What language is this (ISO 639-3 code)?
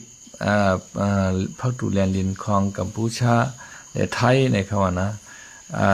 shn